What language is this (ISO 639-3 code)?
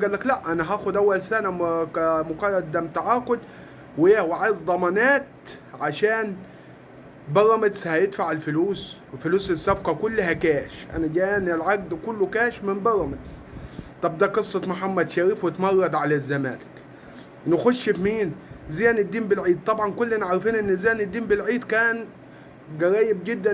arz